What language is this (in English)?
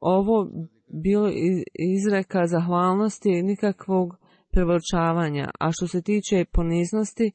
Bosnian